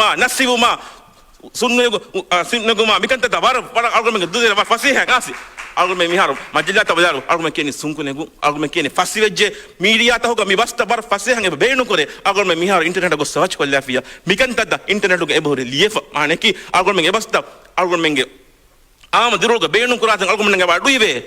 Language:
Divehi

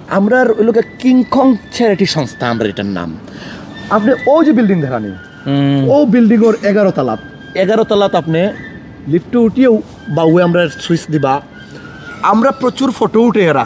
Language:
Sylheti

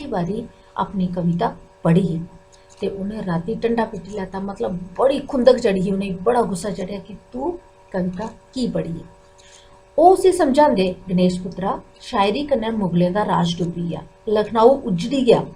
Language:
Dogri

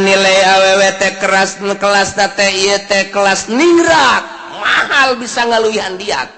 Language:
Sundanese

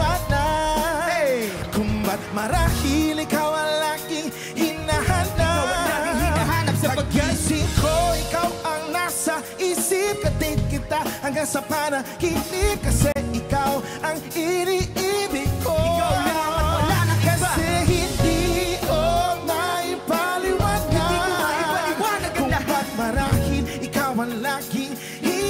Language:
Filipino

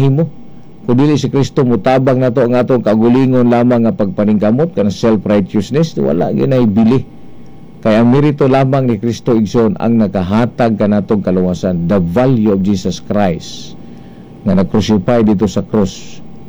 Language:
Cebuano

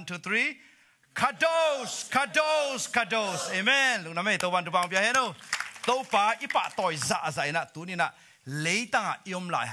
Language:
Tedim Chin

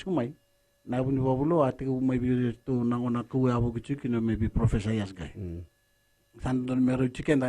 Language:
Fijian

